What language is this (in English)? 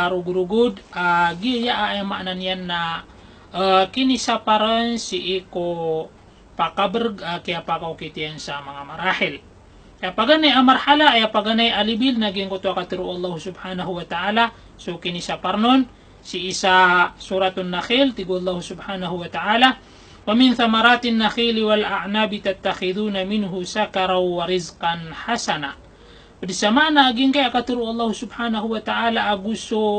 Maranao